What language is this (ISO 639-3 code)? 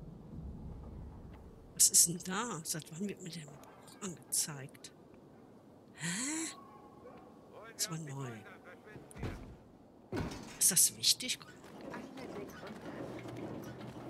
deu